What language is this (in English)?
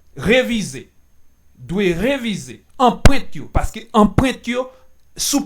Haitian Creole